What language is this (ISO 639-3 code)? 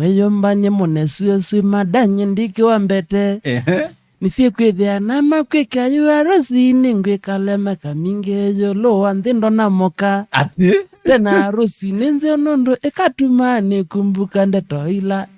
kam